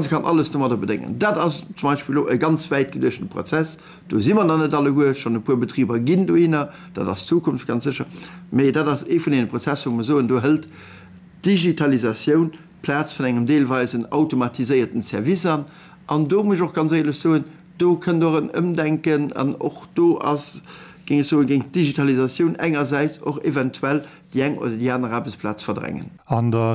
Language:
Luxembourgish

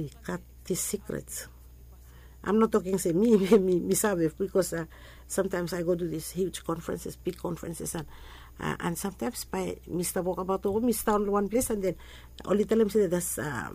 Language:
Bislama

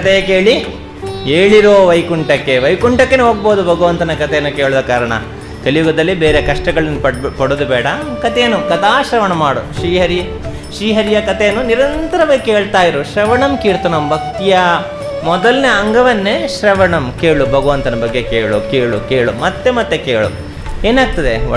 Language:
Kannada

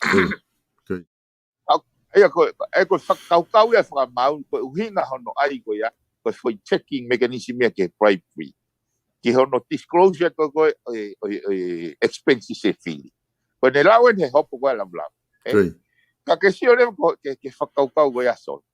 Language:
Tongan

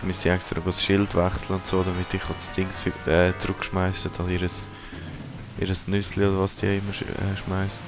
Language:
Swiss German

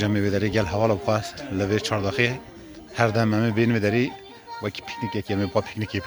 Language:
Kurdish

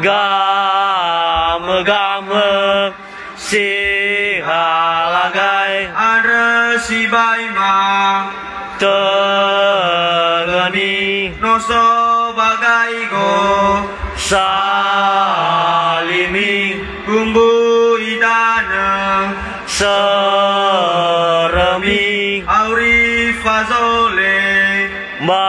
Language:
Nias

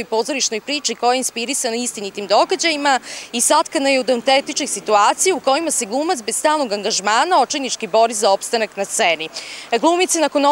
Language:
Serbian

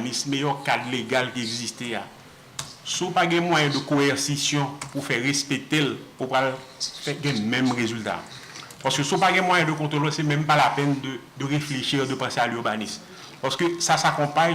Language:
Haitian Creole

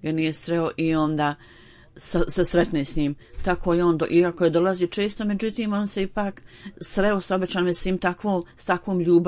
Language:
Bosnian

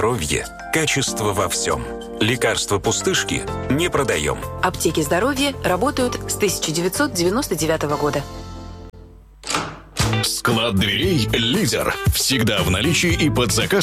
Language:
Russian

